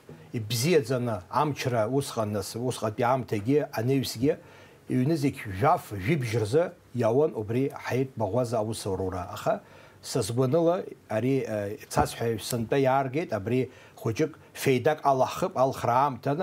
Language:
Abkhazian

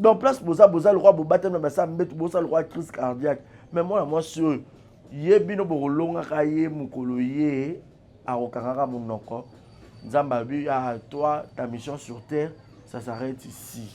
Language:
Lingala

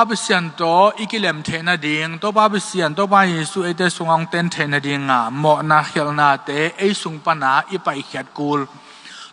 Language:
Tedim Chin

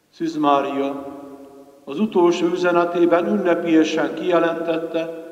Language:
Hungarian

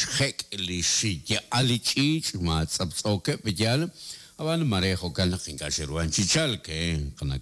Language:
Kekchí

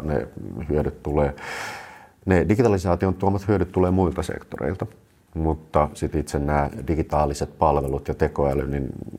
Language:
Finnish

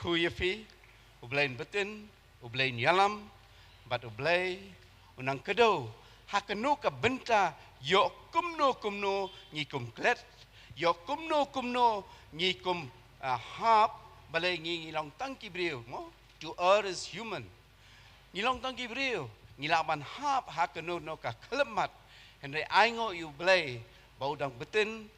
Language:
Khasi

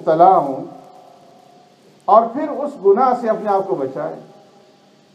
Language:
Urdu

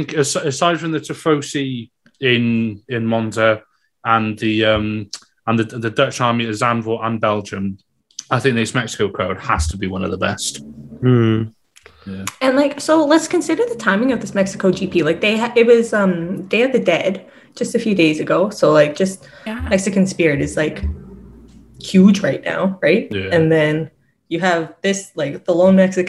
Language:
English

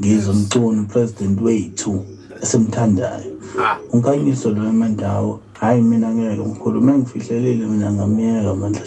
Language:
Zulu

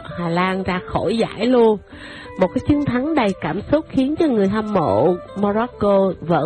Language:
Vietnamese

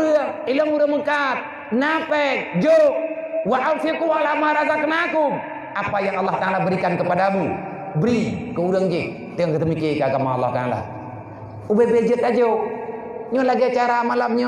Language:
Achinese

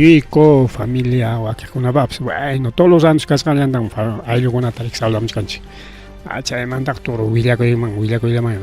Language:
Ayacucho Quechua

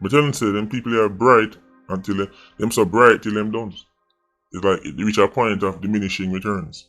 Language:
Jamaican Creole English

